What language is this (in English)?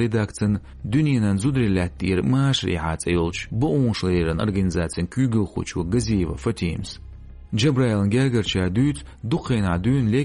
Chechen